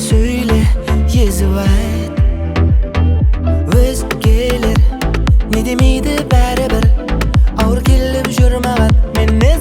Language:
Kazakh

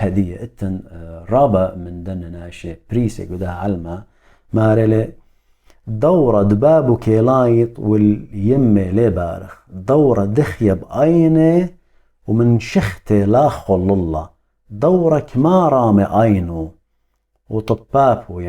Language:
Assyrian Neo-Aramaic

